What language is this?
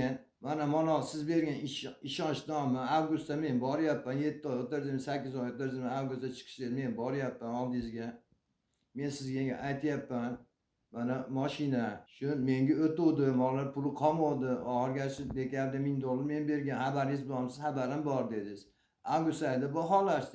Uzbek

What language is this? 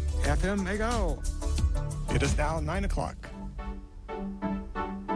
Japanese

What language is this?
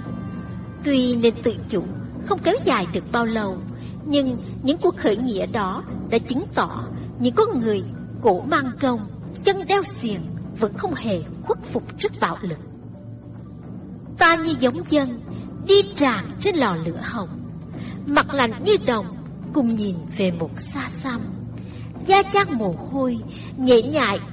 Vietnamese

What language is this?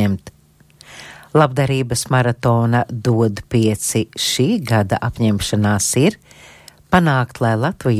Latvian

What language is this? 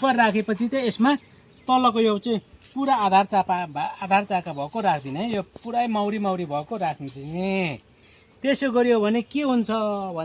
Nepali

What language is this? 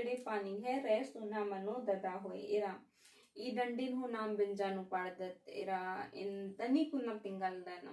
Kurukh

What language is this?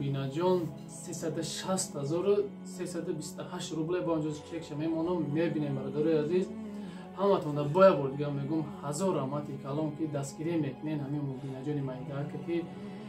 Tajik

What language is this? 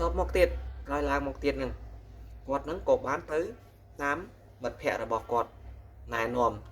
Khmer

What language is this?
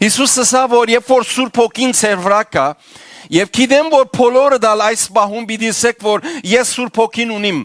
Western Armenian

